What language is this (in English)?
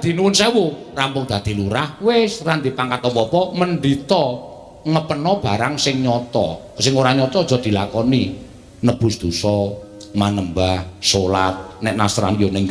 Javanese